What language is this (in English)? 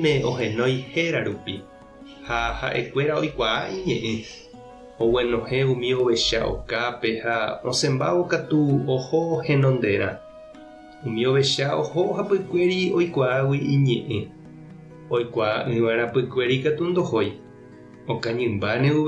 Guarani